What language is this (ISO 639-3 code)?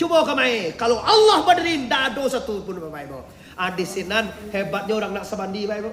min